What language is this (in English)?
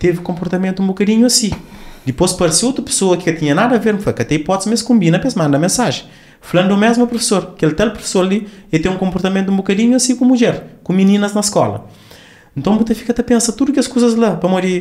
Kabuverdianu